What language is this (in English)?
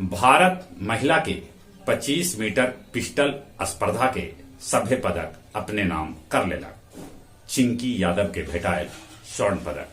Magahi